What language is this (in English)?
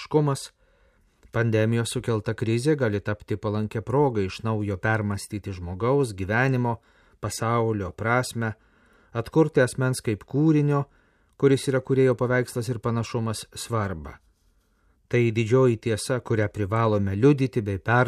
Lithuanian